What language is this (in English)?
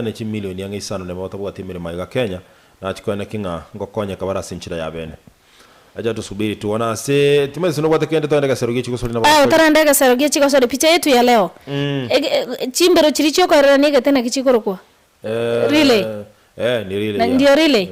Gusii